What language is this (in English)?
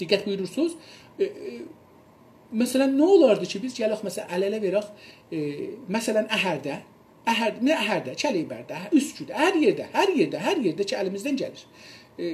South Azerbaijani